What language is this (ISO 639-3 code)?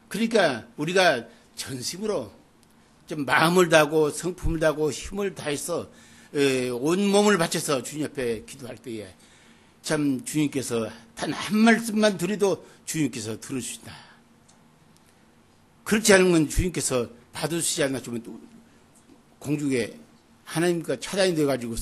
kor